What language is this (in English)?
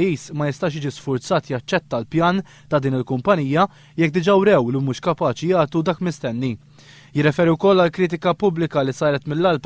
Maltese